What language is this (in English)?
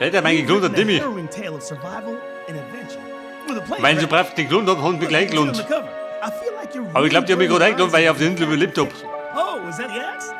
Bavarian